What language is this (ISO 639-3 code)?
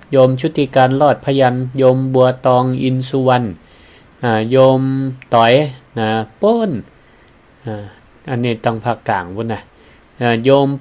nod